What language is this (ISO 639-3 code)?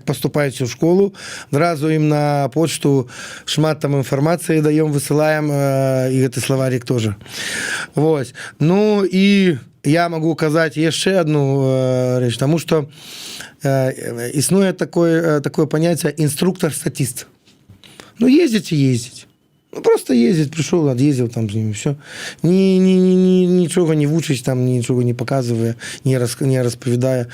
bel